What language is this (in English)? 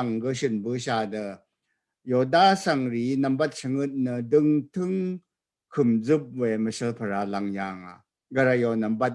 Rawang